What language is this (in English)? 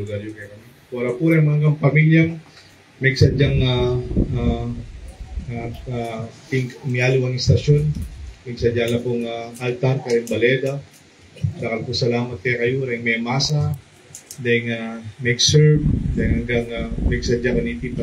Pampanga